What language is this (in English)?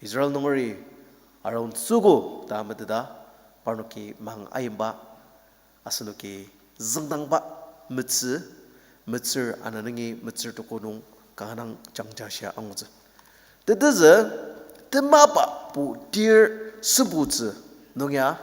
Ao Naga